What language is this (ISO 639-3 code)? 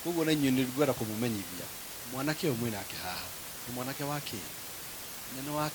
kik